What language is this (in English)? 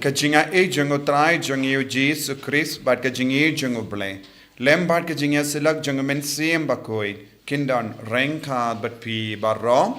Khasi